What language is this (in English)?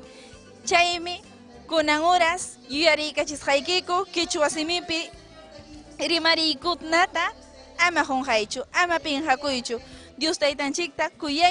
Ayacucho Quechua